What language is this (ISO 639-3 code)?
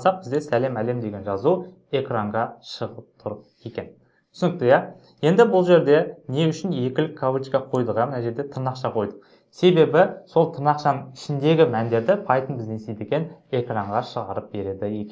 kaz